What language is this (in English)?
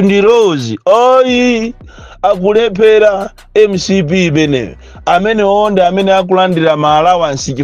Nyanja